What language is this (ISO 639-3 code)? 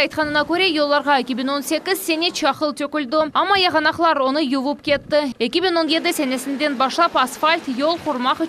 crh